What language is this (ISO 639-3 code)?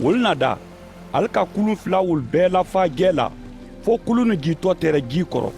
man